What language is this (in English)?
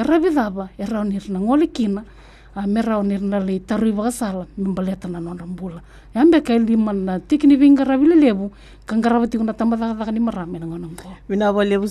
Fijian